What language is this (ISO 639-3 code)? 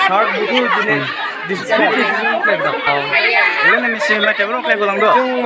dis